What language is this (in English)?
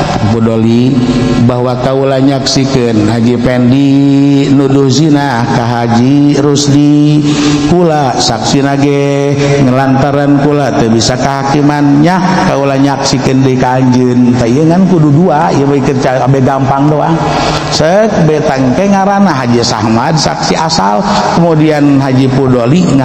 Sundanese